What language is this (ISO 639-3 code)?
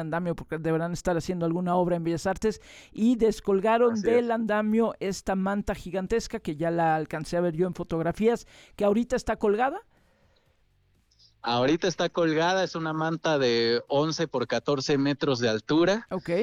spa